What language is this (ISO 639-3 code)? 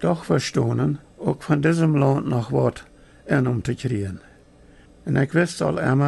pdt